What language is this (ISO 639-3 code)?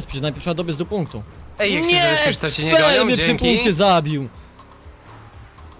pol